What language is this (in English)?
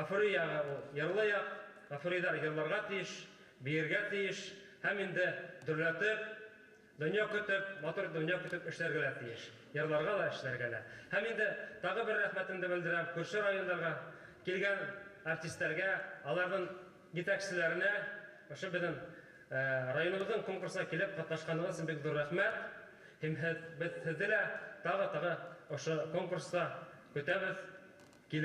Bashkir